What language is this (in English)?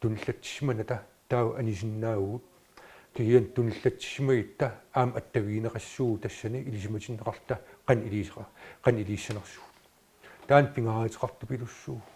Kalaallisut